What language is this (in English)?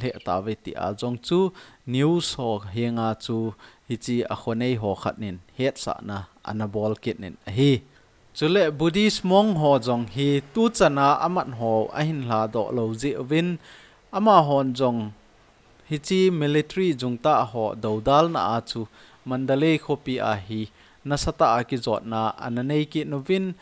Thado Chin